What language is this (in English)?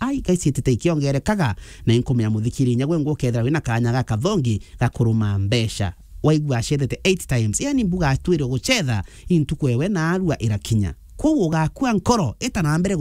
Meru